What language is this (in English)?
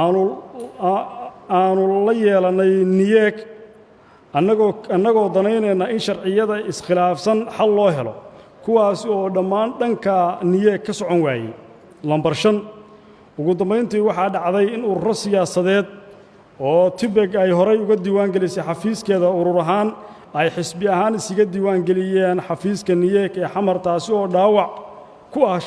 Somali